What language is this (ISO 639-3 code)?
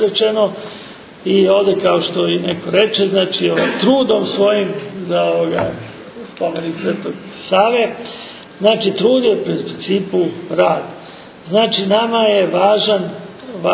srp